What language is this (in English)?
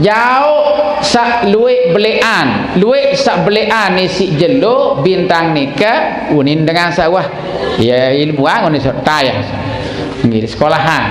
Sasak